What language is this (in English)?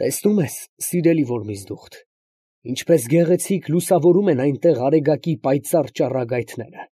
Armenian